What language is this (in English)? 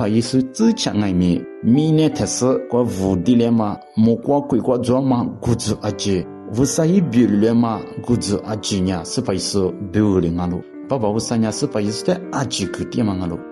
Lisu